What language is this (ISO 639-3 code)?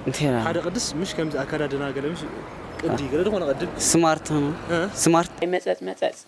tir